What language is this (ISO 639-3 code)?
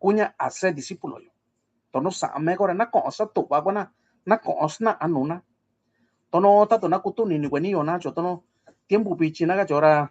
mix